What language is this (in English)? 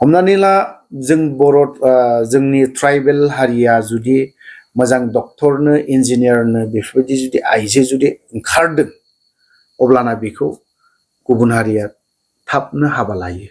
Bodo